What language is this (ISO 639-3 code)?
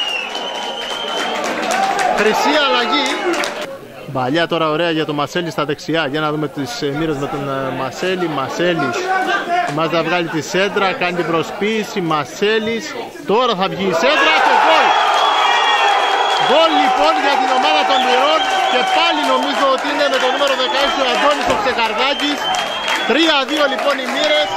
ell